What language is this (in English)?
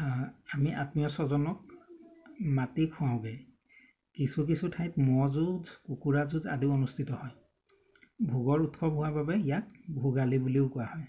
Assamese